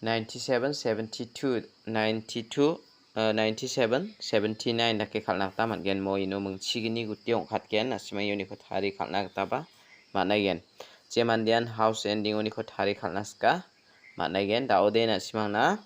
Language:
Garo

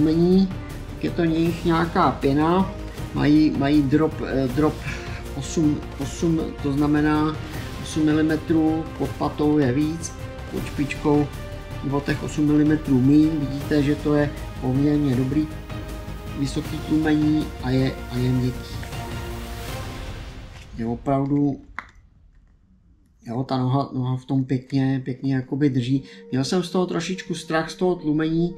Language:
Czech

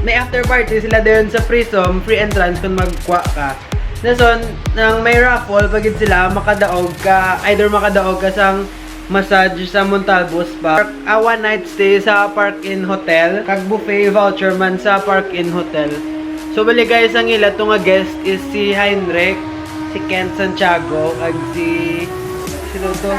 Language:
Hiligaynon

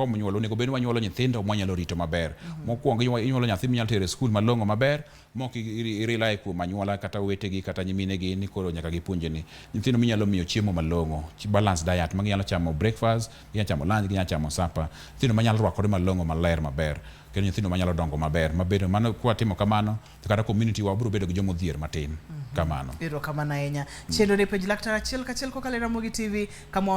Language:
Luo (Kenya and Tanzania)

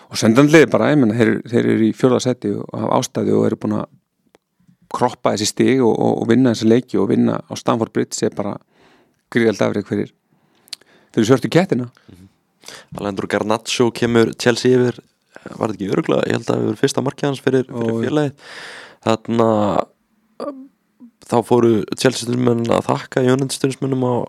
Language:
Icelandic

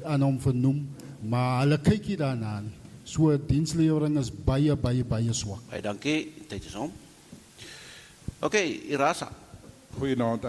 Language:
Afrikaans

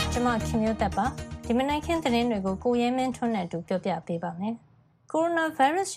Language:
Burmese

